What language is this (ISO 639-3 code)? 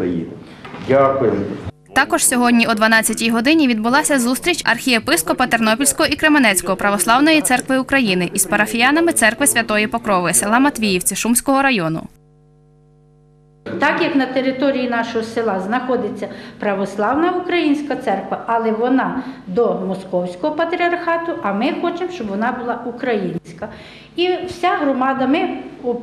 ukr